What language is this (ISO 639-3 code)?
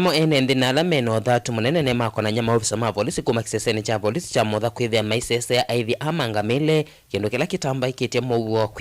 kam